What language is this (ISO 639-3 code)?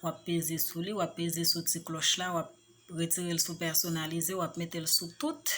hat